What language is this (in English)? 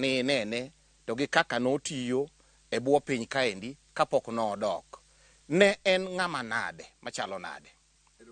Luo (Kenya and Tanzania)